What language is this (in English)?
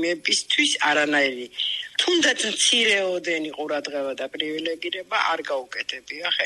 Georgian